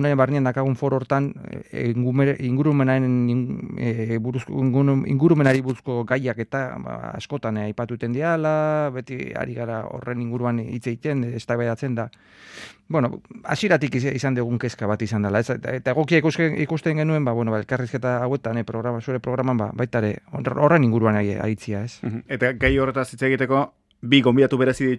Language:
Basque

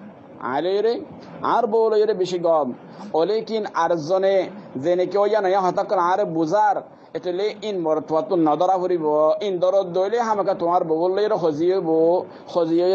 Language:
Rohingya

